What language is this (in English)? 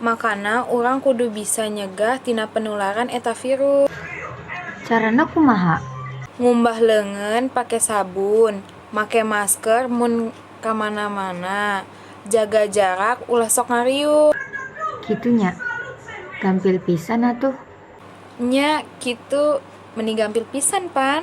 Sundanese